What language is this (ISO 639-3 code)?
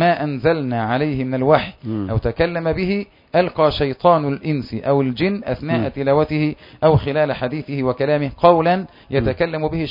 ara